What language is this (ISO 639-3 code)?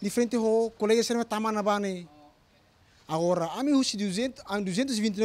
tet